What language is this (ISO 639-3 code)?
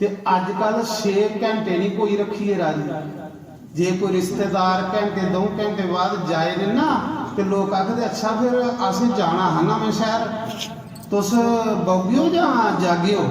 doi